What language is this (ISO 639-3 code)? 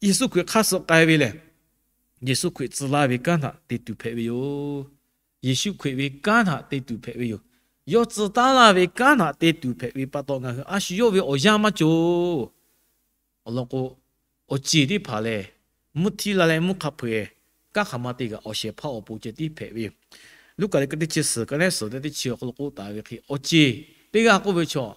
lhu